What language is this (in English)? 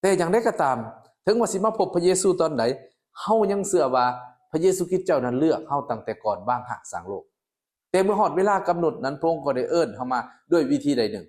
Lao